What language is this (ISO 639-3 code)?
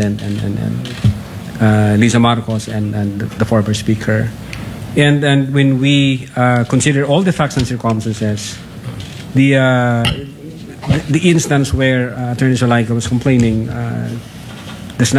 fil